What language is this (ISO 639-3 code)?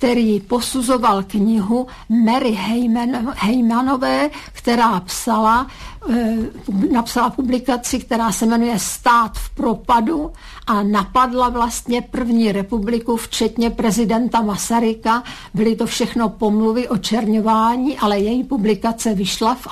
ces